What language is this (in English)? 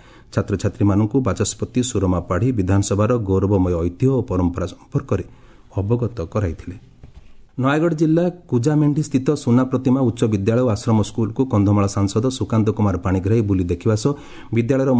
Odia